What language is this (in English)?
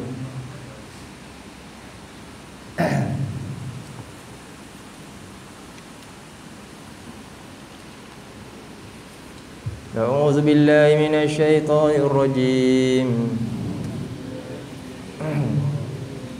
Malay